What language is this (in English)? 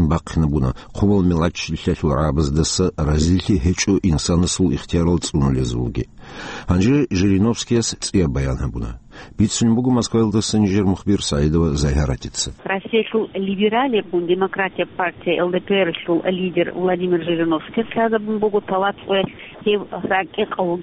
Avaric